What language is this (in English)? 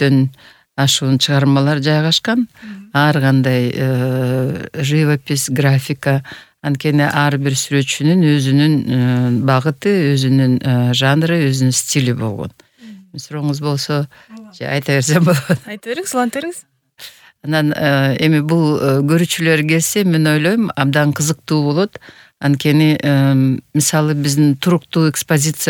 Kyrgyz